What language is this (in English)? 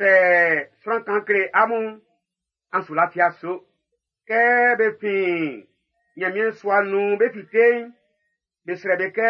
Baoulé